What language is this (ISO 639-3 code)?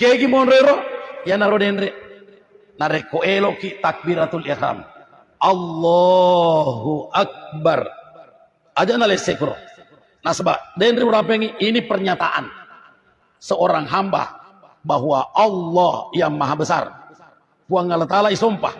bug